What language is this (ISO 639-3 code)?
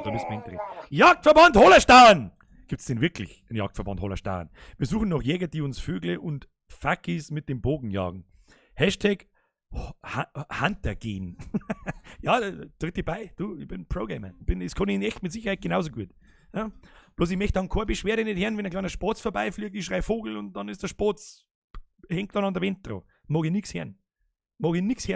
bar